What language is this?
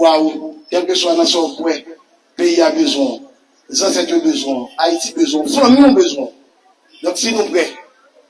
Haitian Creole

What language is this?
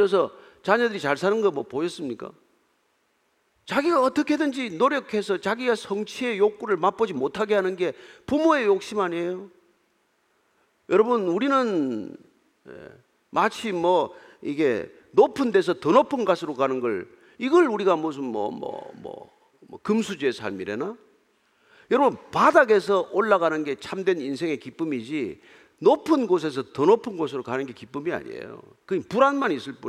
Korean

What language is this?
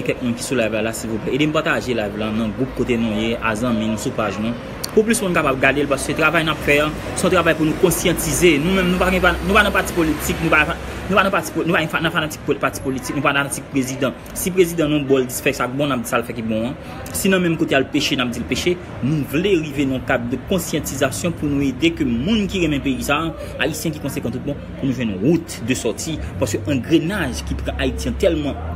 Haitian Creole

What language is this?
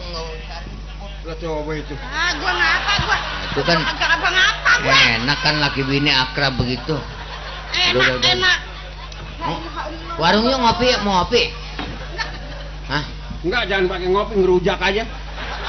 Betawi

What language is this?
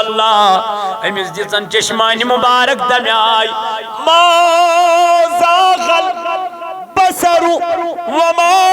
Kashmiri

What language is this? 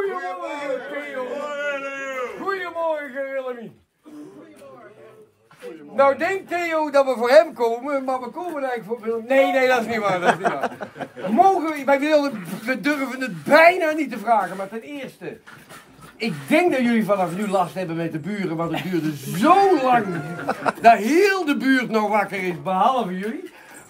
Dutch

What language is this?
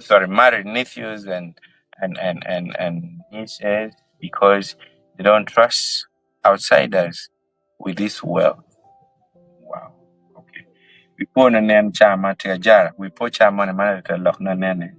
Acoli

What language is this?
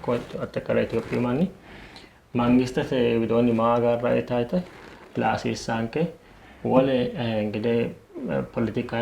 Sidamo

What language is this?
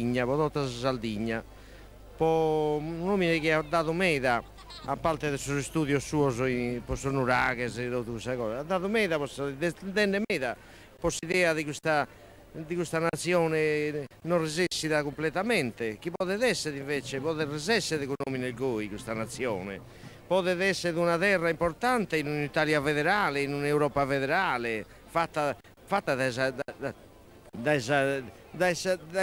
Sardinian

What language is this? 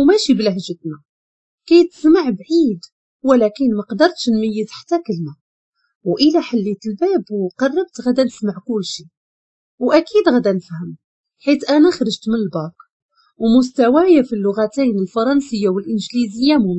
Moroccan Arabic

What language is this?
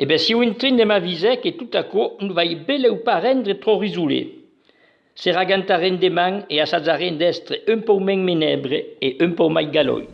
Occitan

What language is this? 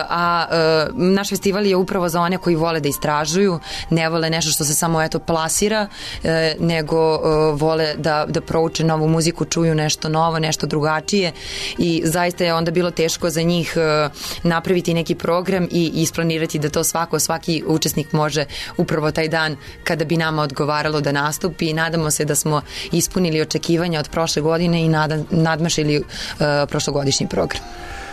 Serbian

